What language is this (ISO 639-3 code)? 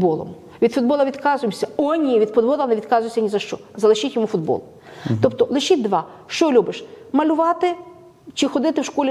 ukr